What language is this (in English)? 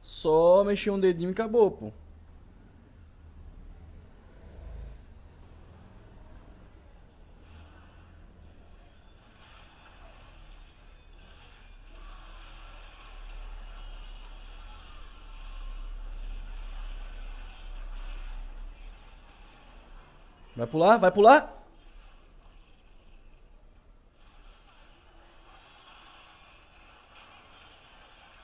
Portuguese